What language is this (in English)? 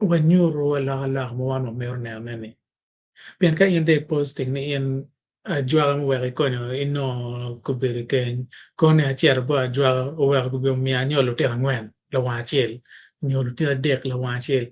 Acoli